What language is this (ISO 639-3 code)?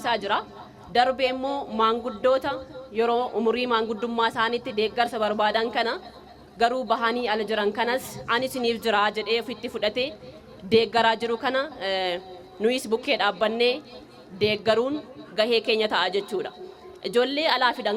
orm